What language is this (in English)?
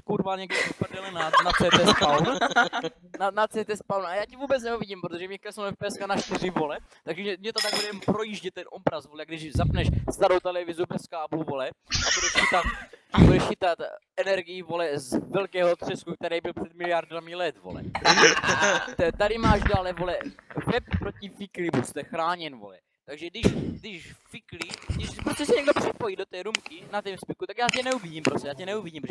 Czech